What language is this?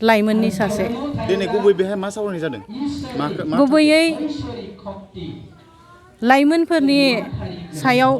Bodo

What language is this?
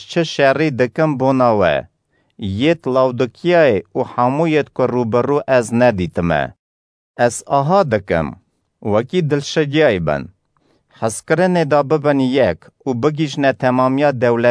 Kurdish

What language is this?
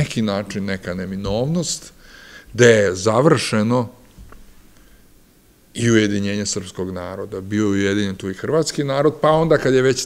Serbian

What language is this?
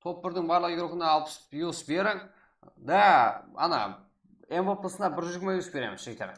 Kara-Kalpak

